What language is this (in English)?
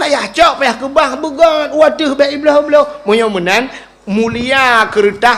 Achinese